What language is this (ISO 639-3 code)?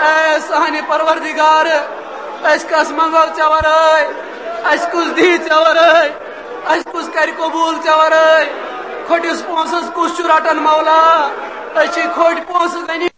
kas